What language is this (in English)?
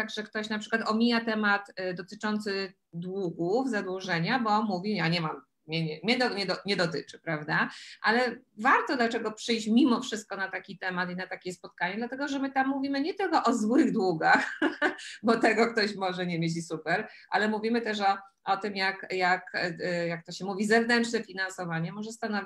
Polish